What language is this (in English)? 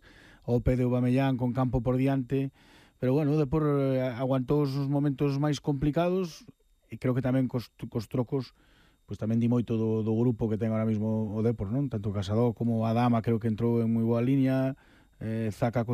Galician